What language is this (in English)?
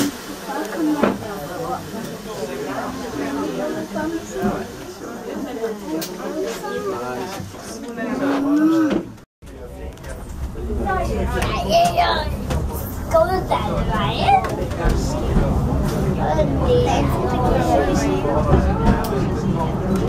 Norwegian